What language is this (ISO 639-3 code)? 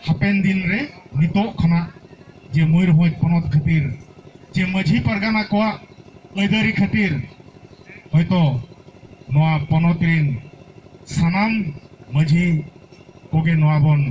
sat